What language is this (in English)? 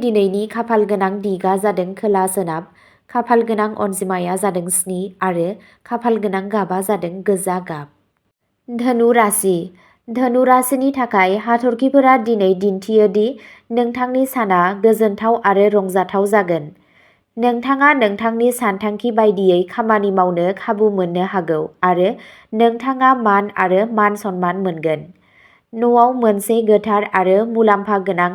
Bodo